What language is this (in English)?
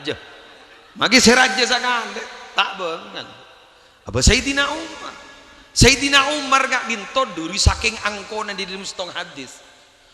Madurese